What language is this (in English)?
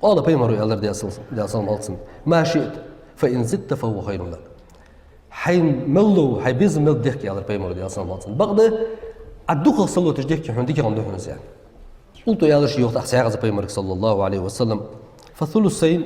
Ingush